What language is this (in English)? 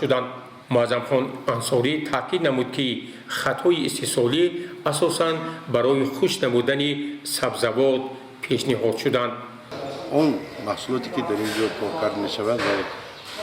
Tajik